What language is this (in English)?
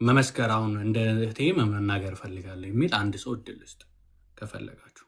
Amharic